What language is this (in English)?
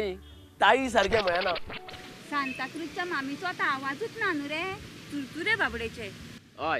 Konkani